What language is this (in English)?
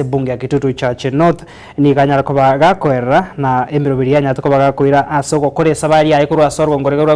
Gusii